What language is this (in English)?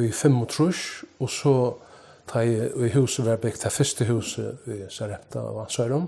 Faroese